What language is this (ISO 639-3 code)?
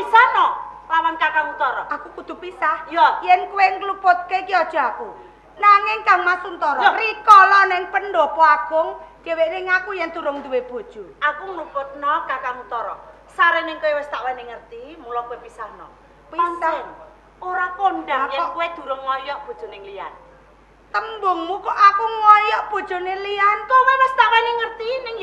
jav